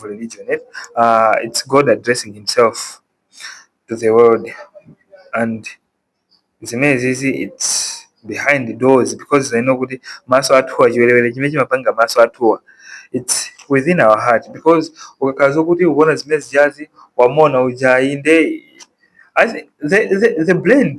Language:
Nyanja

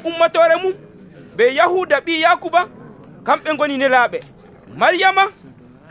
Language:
Nigerian Fulfulde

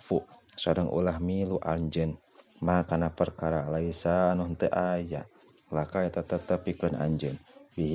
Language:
Sundanese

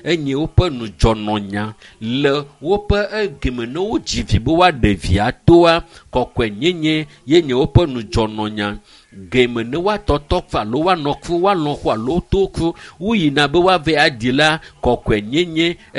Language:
Ewe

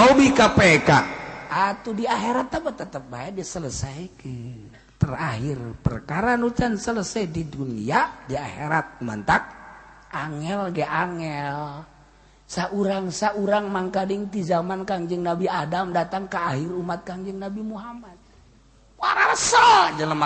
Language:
Sundanese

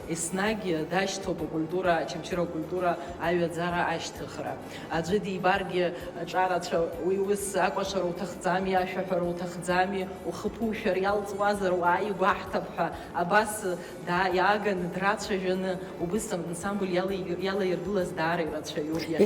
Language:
Abkhazian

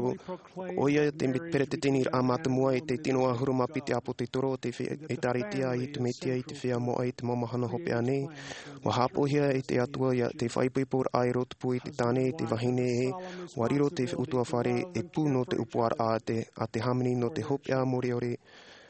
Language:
Tahitian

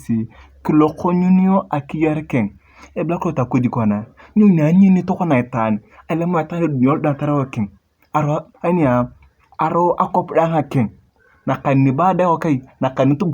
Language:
Turkana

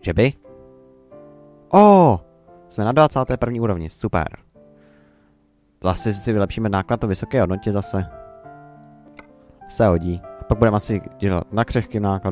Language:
Czech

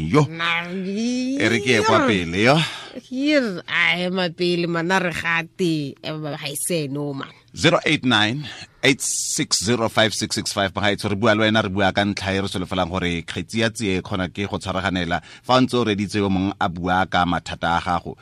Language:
Tswana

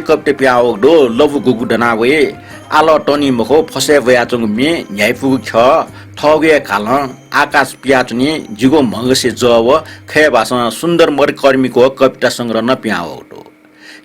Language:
Newari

